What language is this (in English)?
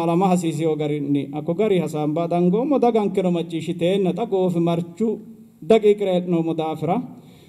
Sidamo